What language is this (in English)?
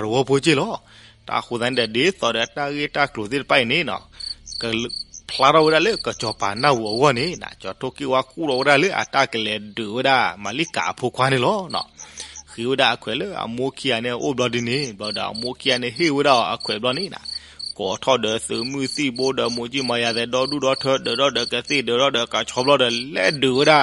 S'gaw Karen